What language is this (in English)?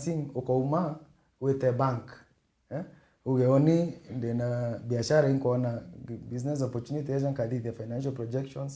Meru